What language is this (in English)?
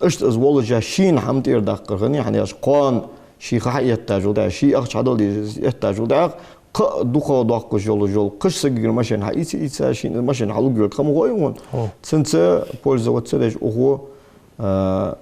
Ingush